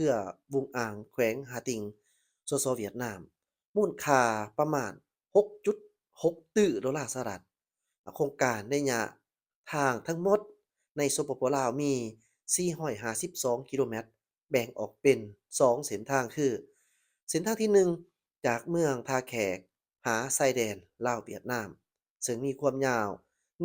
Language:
Lao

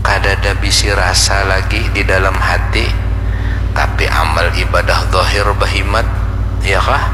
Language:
Banjar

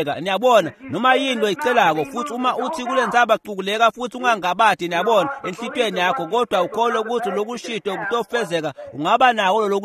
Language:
Swati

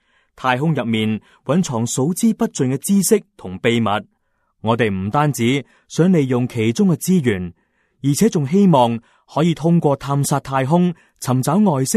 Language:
Cantonese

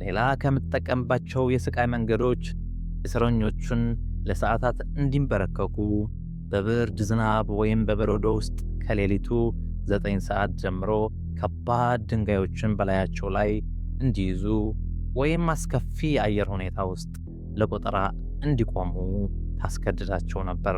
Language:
Amharic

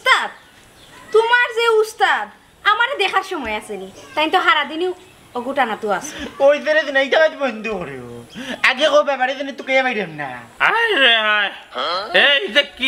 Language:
Sylheti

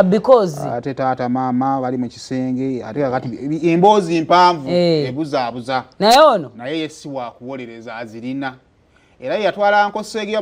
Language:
Ganda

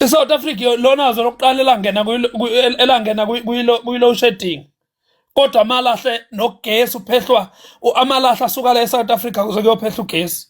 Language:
Zulu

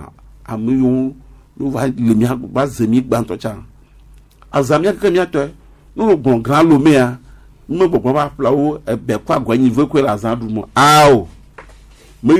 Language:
Gen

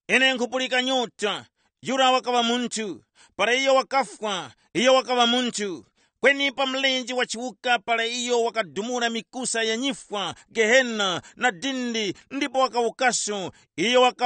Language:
Tumbuka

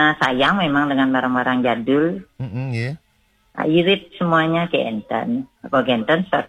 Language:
Balinese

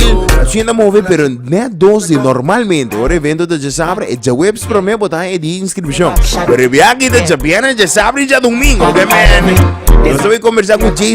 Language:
Papiamento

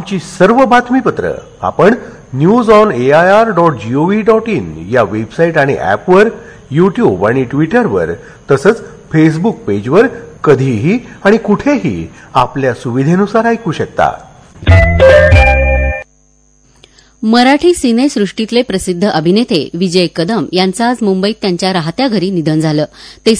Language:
Marathi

